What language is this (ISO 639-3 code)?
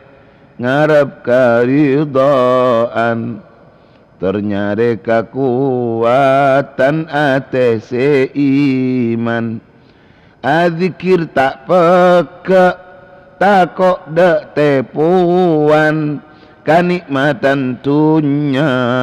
mad